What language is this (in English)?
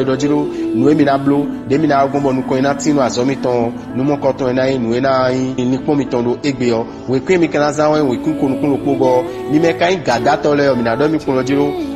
Fon